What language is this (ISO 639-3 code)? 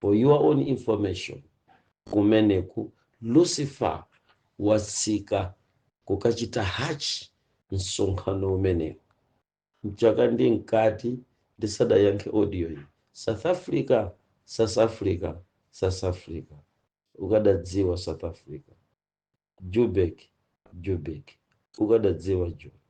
nya